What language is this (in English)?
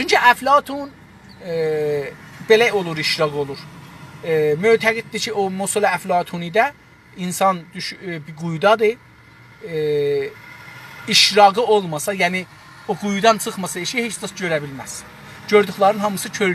South Azerbaijani